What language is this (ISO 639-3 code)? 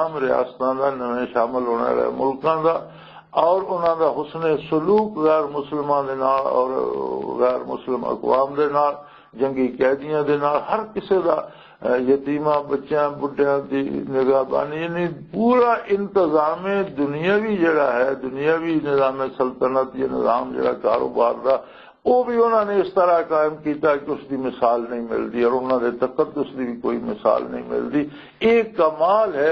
lah